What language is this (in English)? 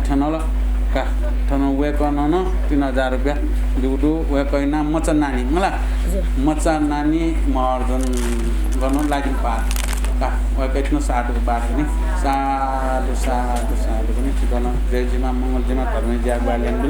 Newari